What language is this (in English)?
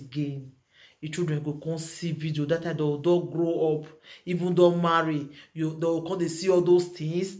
Nigerian Pidgin